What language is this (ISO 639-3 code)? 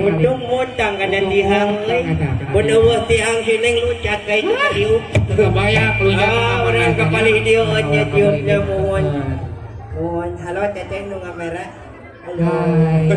sun